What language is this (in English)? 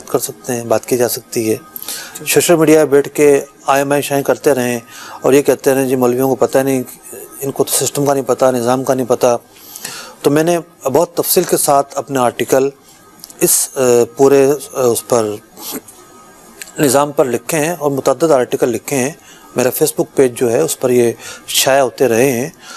Urdu